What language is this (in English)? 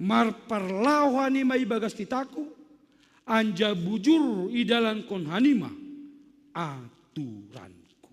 Batak Simalungun